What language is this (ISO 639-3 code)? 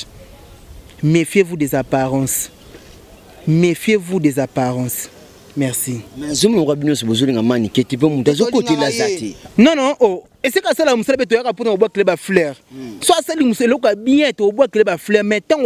lin